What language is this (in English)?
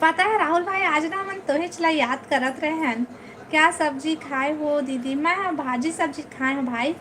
Chhattisgarhi